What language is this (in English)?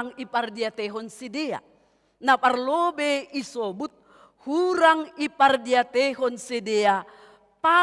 Batak Simalungun